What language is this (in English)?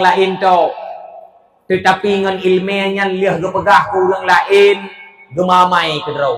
Achinese